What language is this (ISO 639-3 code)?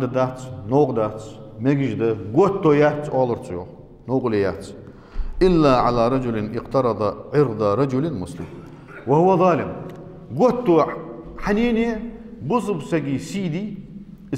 inh